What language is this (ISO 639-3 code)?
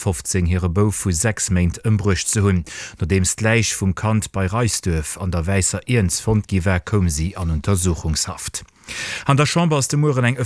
ltz